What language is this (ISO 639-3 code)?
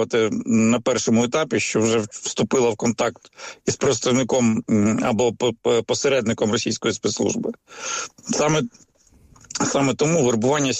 ukr